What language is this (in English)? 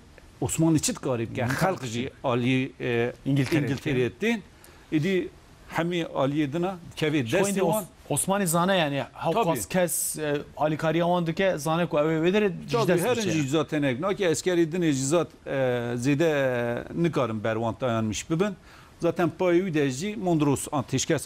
Kurdish